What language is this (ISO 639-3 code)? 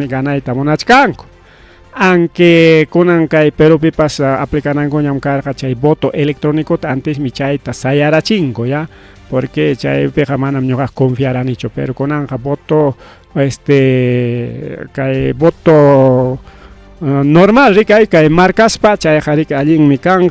quy